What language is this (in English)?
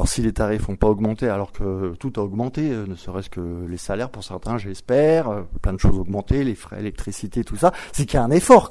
French